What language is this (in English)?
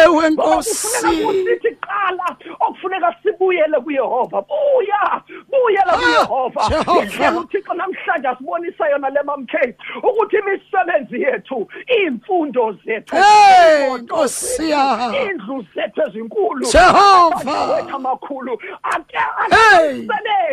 Xhosa